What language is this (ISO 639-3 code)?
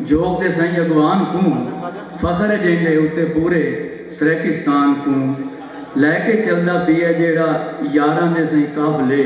skr